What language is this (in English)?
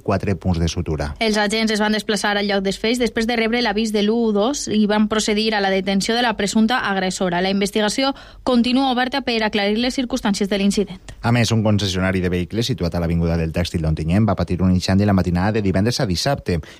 Catalan